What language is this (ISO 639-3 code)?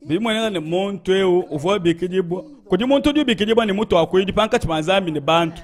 lua